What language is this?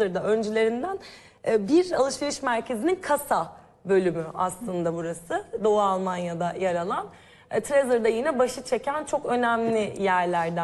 Turkish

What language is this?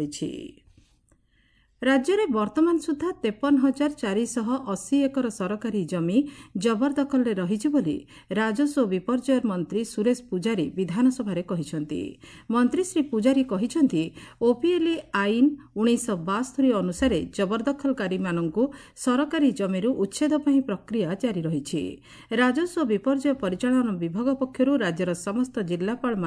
Odia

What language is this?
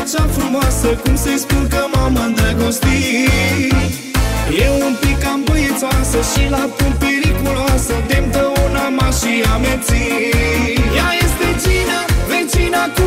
Romanian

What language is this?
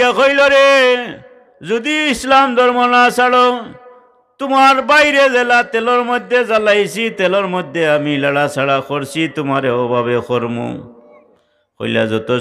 Sylheti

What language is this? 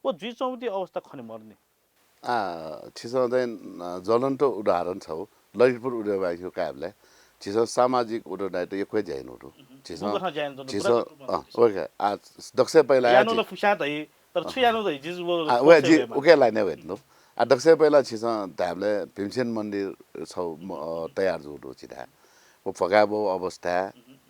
Newari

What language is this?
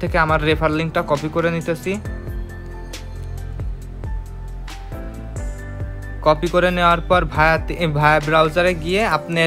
Bangla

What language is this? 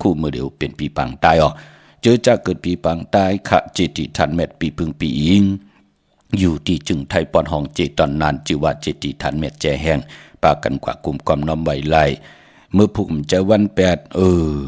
Shan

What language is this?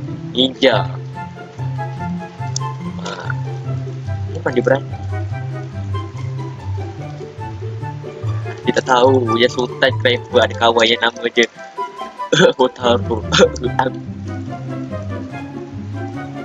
Malay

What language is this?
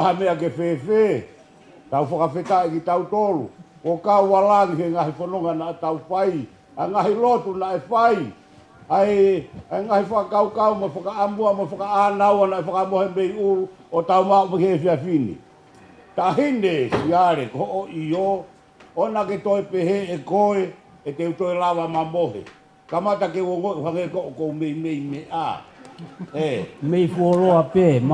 Tongan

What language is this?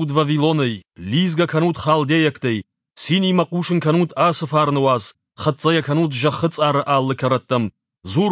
Ossetic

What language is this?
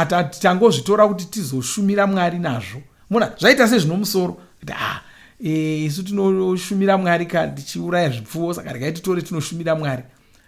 Shona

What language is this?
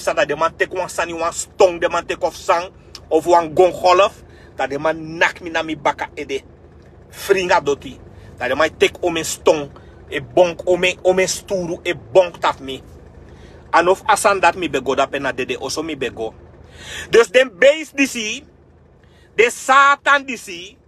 Sranan Tongo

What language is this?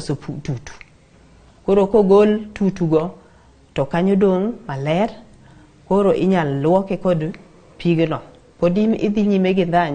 Luo (Kenya and Tanzania)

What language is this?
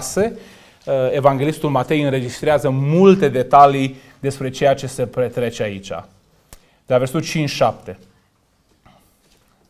Romanian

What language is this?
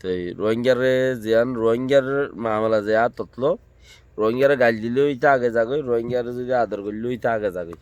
Rohingya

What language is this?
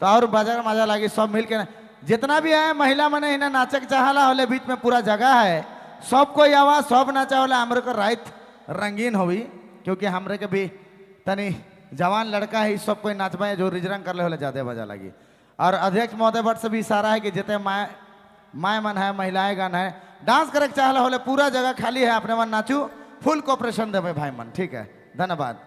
Sadri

